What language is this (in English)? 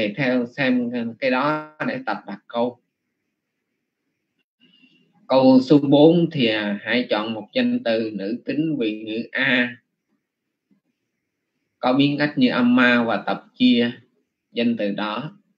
Vietnamese